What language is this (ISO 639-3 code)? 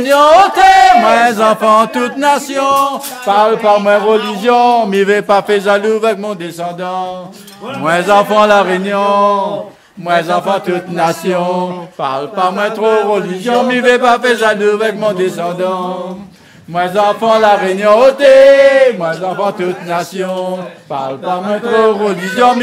rcf